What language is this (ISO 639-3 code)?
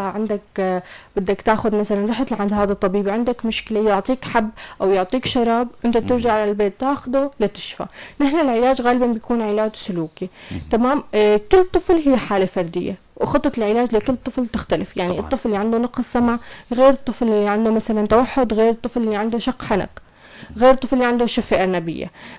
apc